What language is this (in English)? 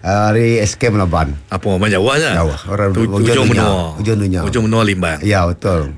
Iban